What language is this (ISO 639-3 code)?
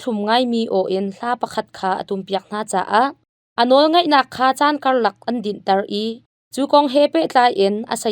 cnh